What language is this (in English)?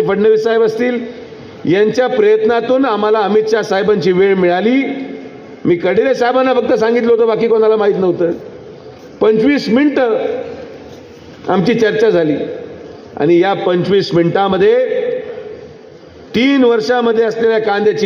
Marathi